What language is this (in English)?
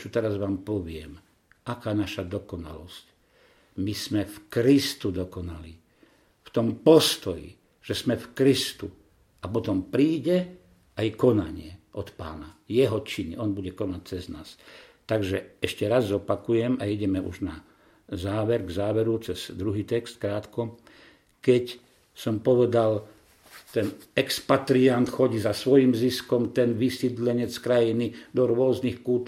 Slovak